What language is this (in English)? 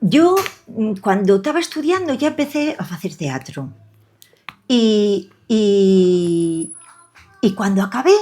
Asturian